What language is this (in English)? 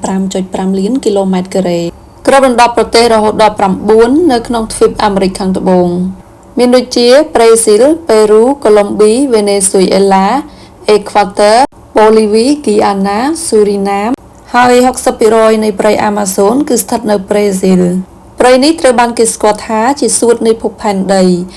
Khmer